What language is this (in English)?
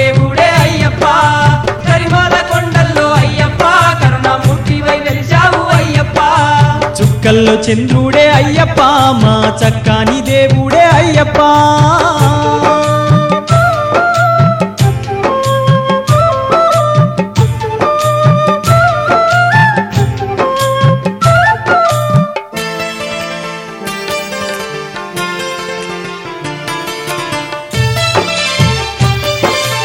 Telugu